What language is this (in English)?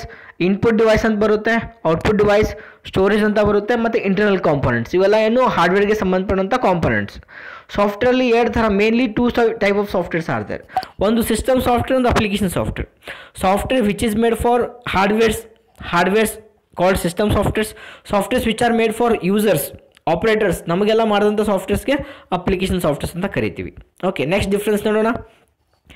Kannada